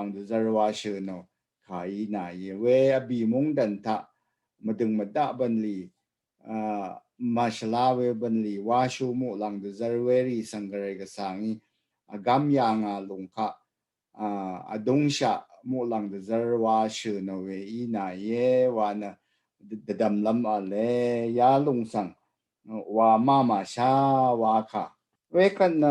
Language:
Rawang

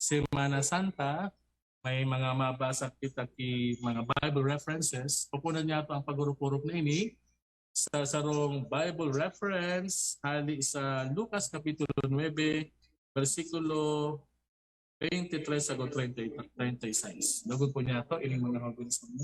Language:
Bikol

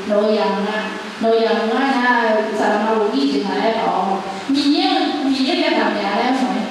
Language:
Akha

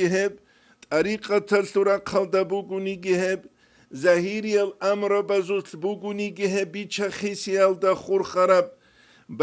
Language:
Avaric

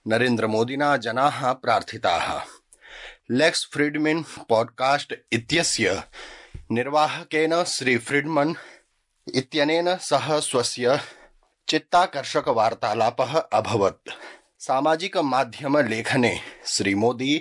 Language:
Sanskrit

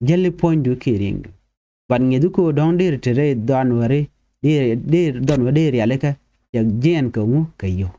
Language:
Nuer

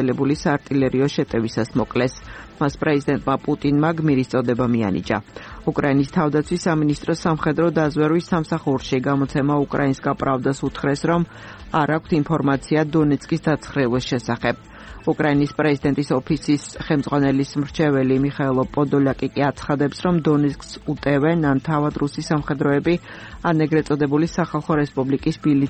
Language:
Georgian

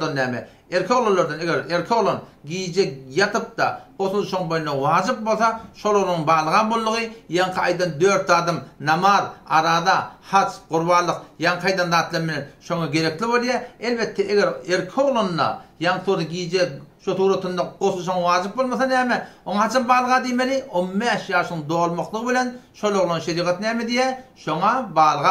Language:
Turkmen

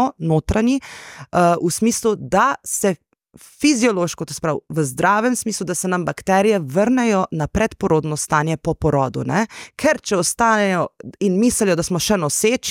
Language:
Slovenian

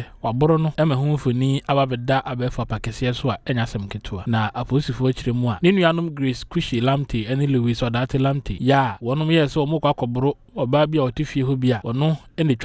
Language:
Akan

